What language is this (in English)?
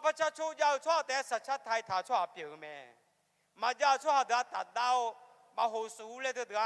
Akha